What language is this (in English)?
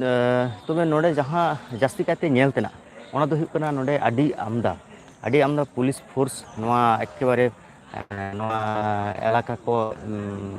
Santali